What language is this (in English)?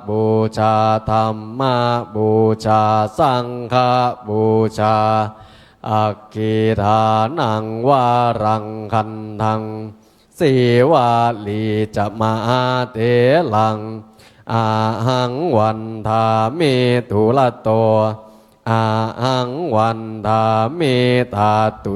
Pali